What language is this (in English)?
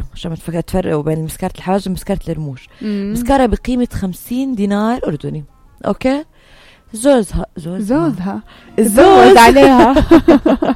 North Levantine Arabic